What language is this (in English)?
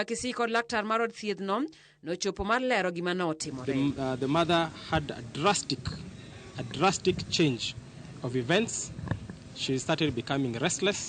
Luo (Kenya and Tanzania)